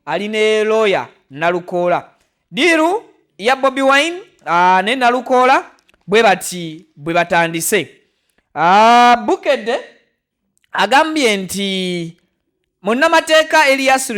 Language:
Ganda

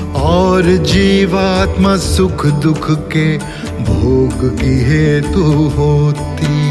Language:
Hindi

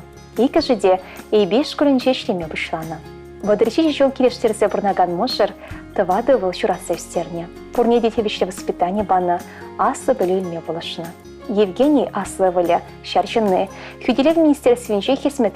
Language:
Chuvash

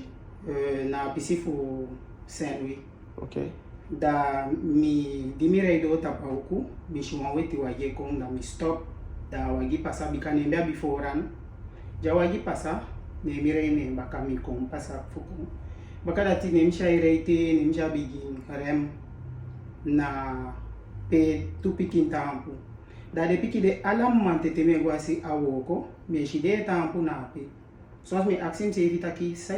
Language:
Eastern Maroon Creole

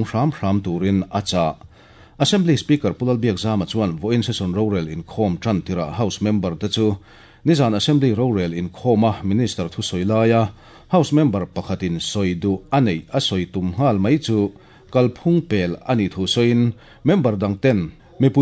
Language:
Mizo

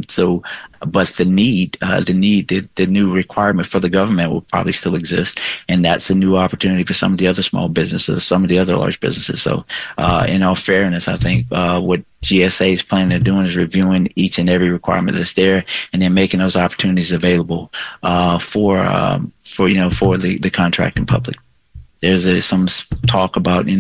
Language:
English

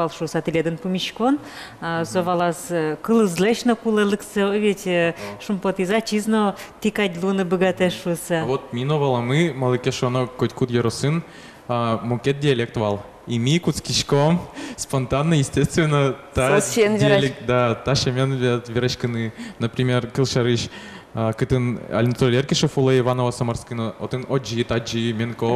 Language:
Udmurt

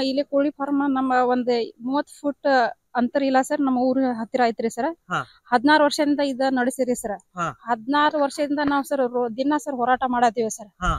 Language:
Kannada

